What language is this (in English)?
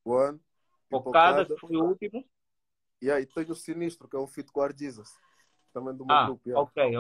Portuguese